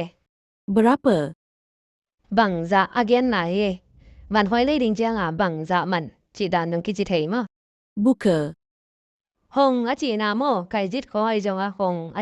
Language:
Tedim Chin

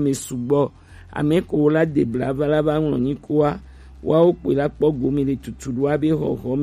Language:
Gen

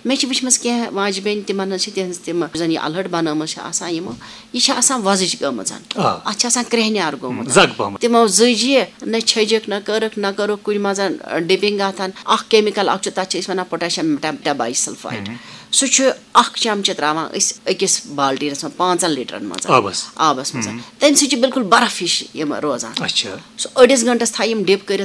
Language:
Kashmiri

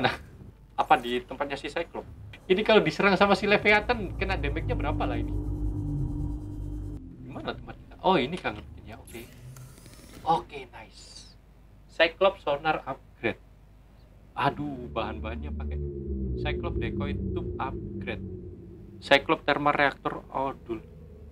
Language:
Indonesian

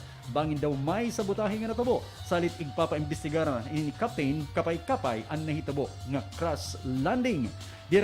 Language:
Waray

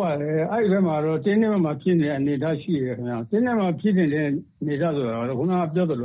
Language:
Burmese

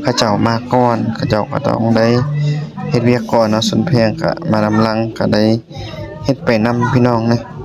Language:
Lao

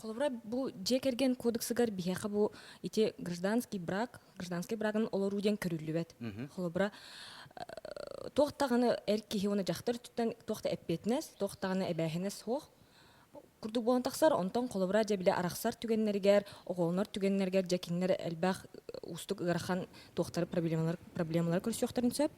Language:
Yakut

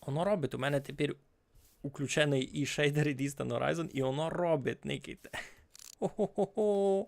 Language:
Rusyn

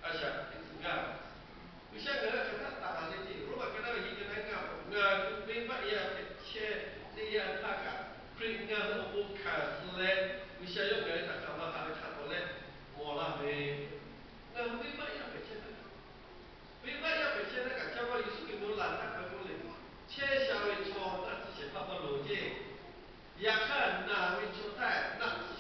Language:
Lahu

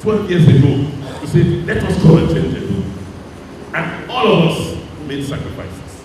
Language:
Nigerian Pidgin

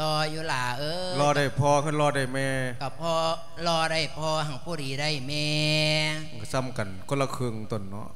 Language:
Lao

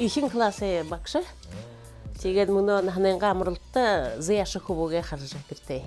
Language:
Buriat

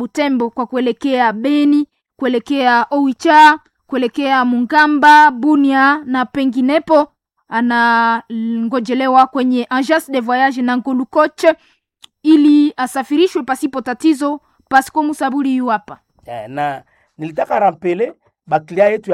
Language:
Swahili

